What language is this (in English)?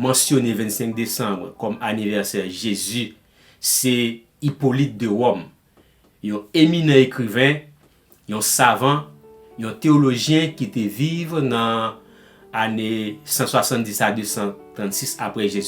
Haitian Creole